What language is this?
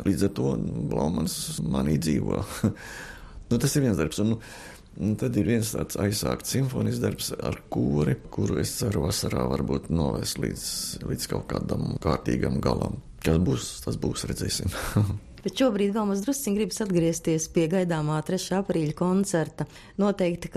Latvian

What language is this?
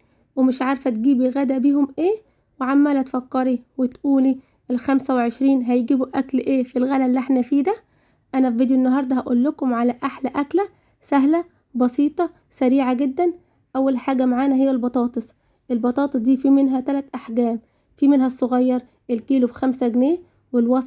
Egyptian Arabic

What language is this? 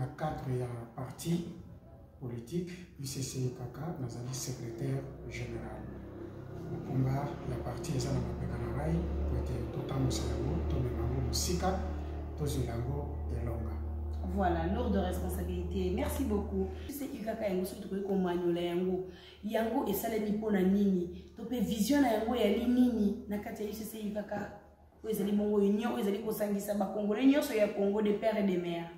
Lingala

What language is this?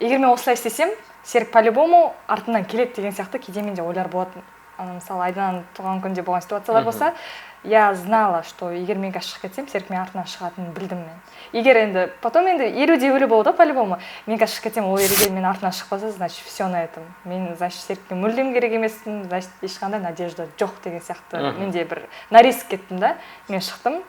Kazakh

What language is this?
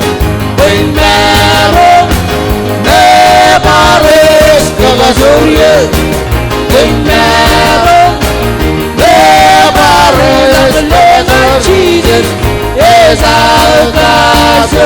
Marshallese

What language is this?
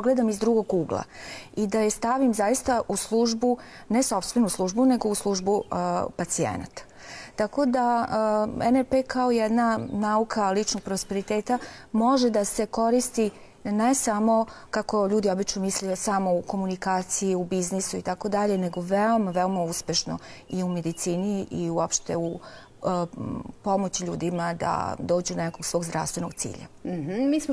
Serbian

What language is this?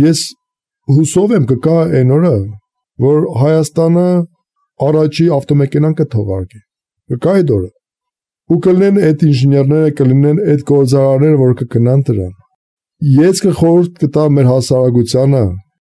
Armenian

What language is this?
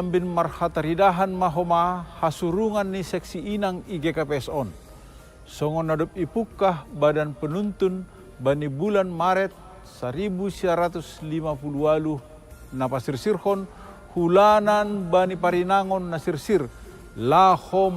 Batak Simalungun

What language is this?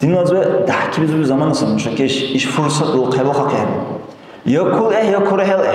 Dargwa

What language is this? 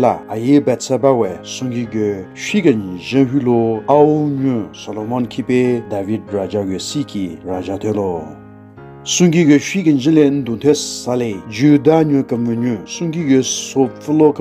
Southern Rengma Naga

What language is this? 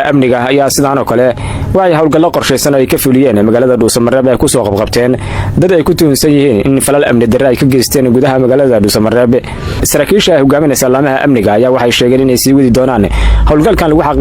Somali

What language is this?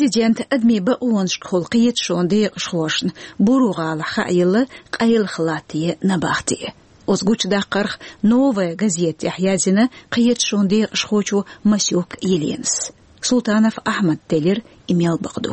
Chechen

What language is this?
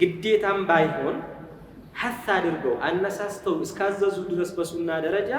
Amharic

